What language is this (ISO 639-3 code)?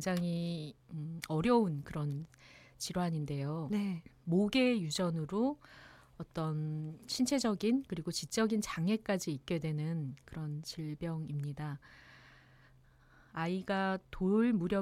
kor